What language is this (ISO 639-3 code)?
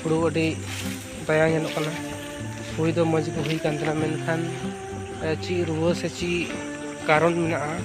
sat